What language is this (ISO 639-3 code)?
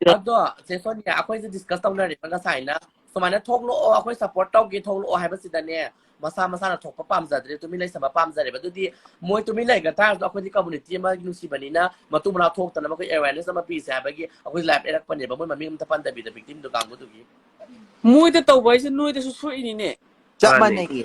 mni